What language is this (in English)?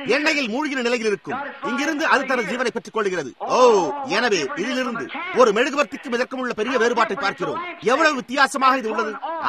Tamil